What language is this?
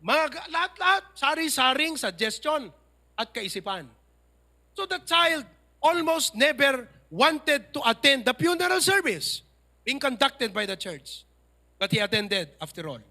Iloko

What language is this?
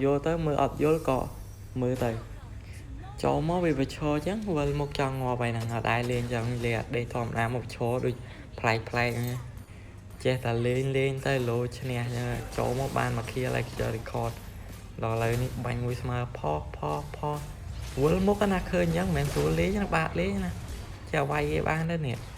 Khmer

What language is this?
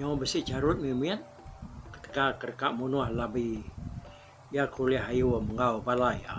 Iban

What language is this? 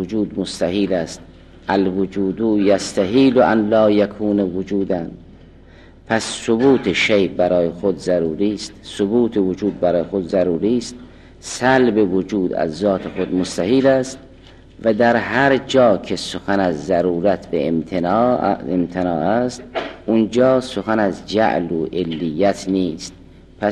Persian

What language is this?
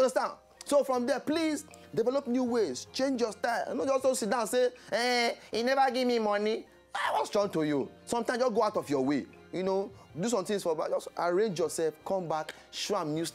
Nigerian Pidgin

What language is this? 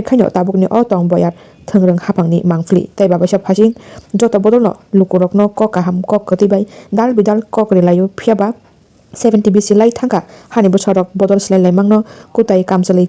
Kok Borok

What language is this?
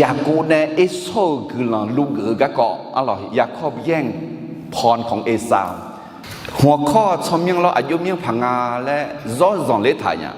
Akha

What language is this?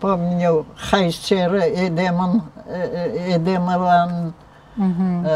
Crimean Tatar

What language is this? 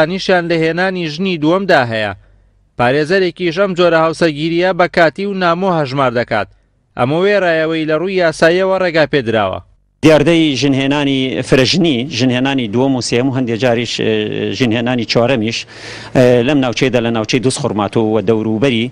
Central Kurdish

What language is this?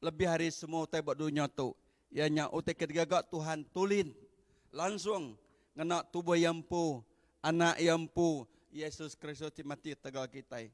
Iban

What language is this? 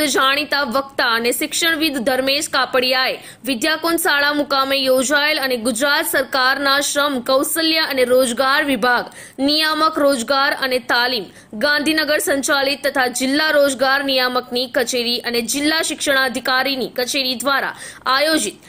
Gujarati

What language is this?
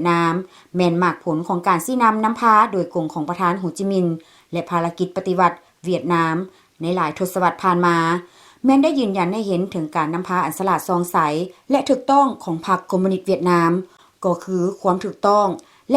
Lao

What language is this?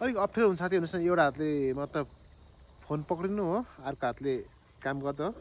Nepali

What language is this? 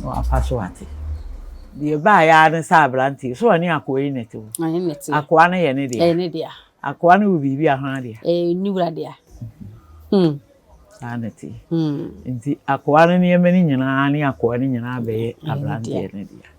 Akan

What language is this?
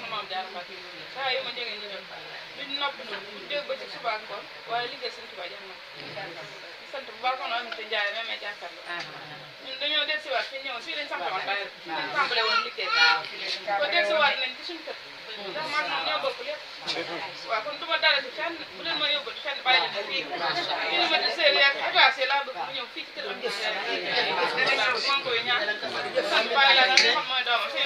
Wolof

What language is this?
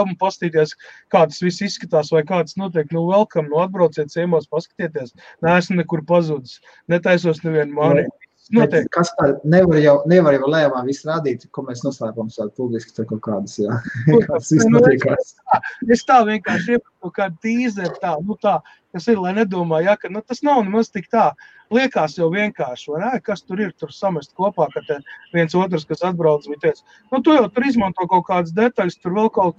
Latvian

